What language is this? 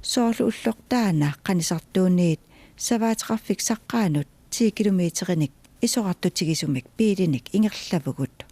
Kalaallisut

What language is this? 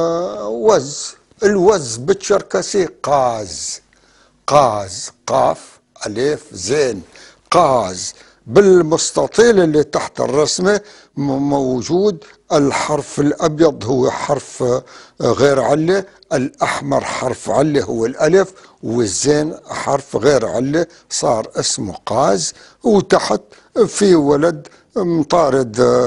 North Levantine Arabic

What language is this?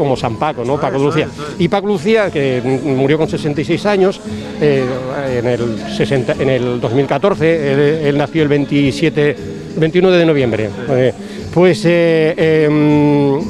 Spanish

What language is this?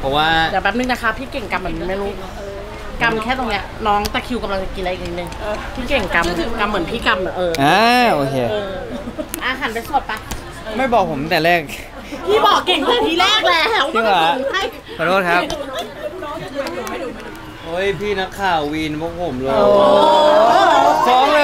Thai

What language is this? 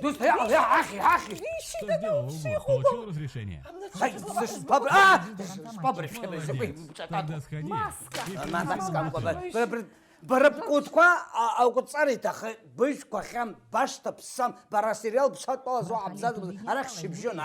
Abkhazian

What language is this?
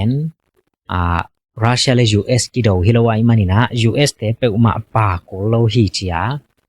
Tedim Chin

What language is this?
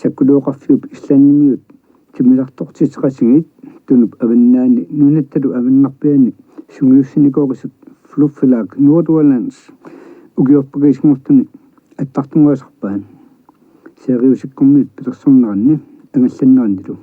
Kalaallisut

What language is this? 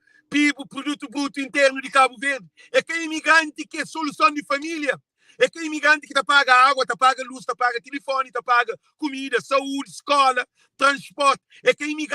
Kabuverdianu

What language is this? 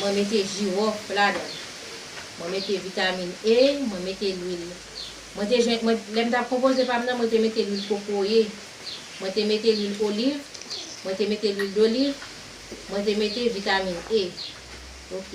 Haitian Creole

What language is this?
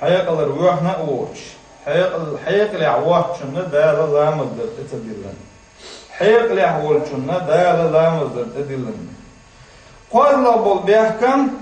Chechen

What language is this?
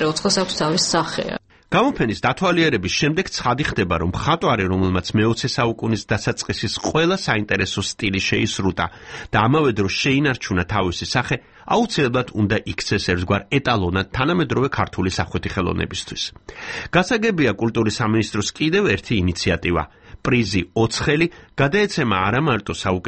Georgian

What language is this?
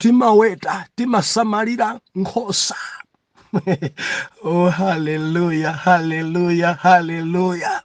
Nyanja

